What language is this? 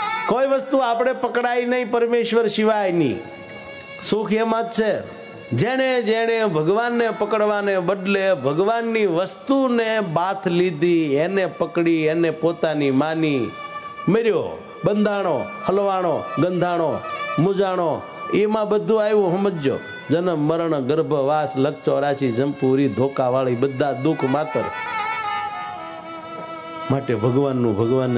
Gujarati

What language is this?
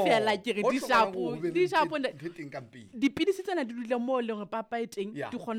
Southern Sotho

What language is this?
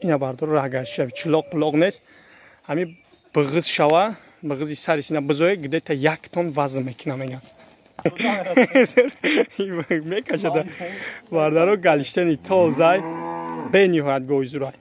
Tajik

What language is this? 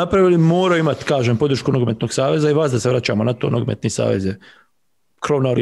Bosnian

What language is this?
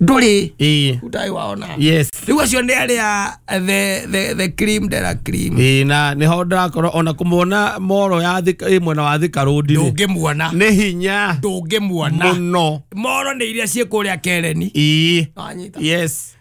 Kikuyu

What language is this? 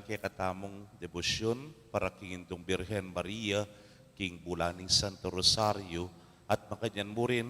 Pampanga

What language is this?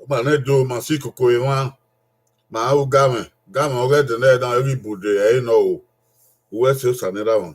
Bini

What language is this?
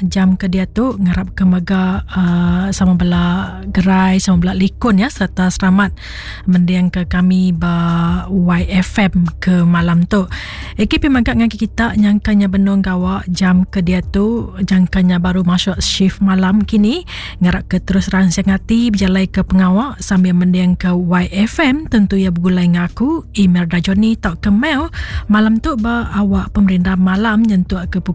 Iban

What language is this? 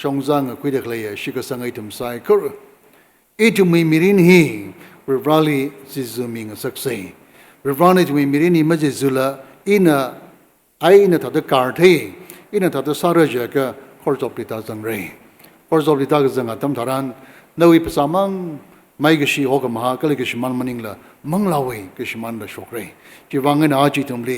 Tangkhul Naga (India)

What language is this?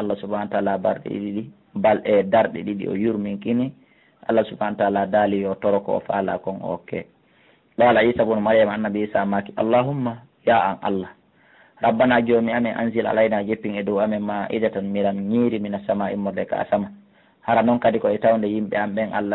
Fula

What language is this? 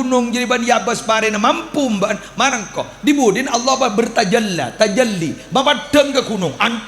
Madurese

